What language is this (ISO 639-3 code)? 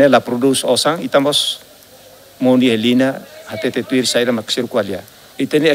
tet